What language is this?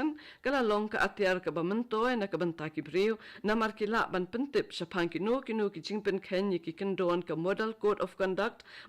Khasi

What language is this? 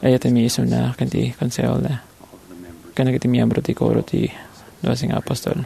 Iloko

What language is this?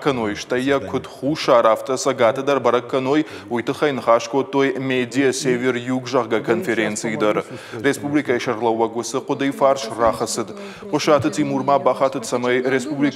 Ossetic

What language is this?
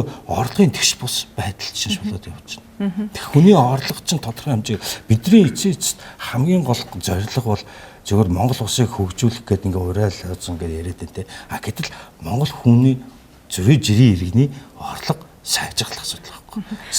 Mongolian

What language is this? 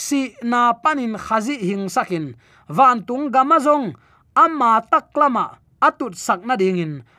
Tedim Chin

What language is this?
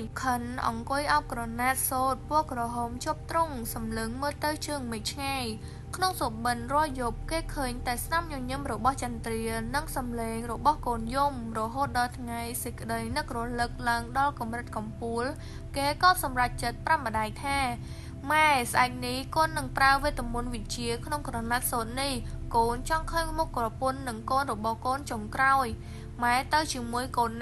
Khmer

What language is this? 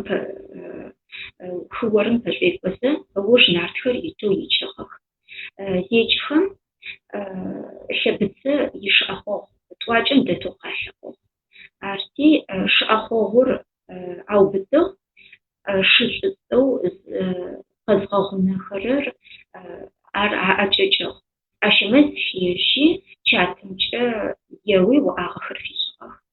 Adyghe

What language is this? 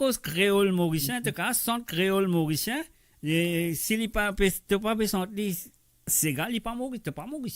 Morisyen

